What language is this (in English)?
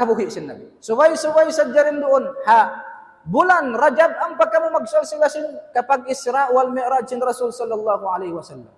Tausug